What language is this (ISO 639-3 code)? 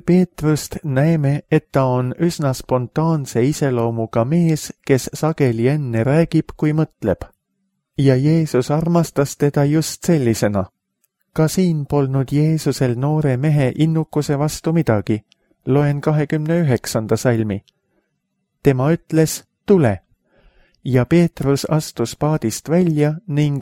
est